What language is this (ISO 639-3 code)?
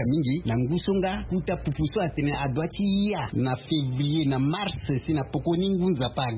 sag